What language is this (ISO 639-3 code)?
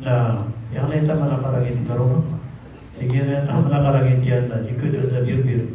mrw